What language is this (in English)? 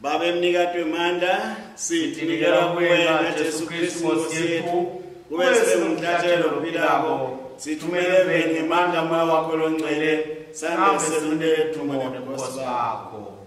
Swati